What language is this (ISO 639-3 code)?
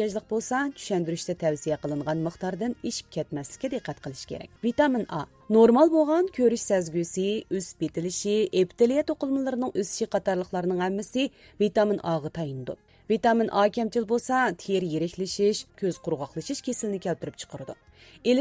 uig